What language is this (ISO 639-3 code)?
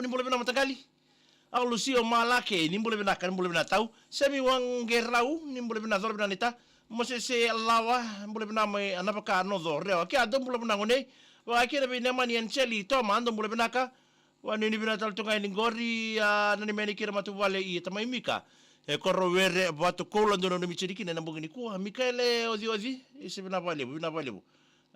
fij